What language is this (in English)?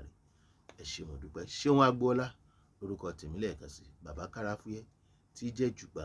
Yoruba